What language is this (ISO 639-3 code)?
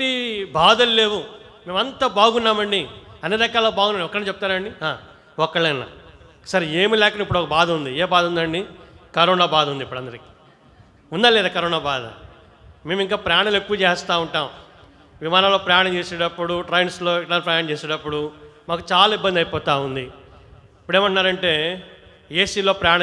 tel